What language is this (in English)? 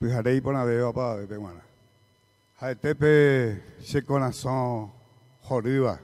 Guarani